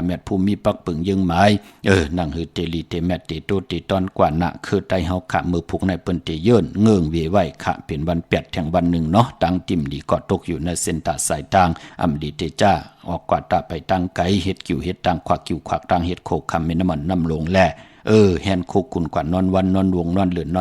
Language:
Shan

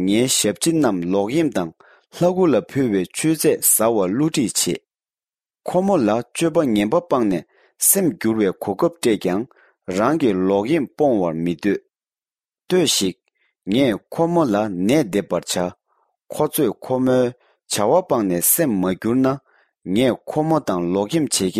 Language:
Tibetan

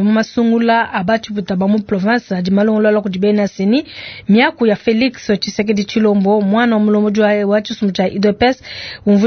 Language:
Luba-Lulua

